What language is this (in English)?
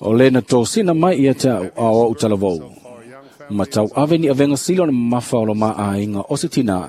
Samoan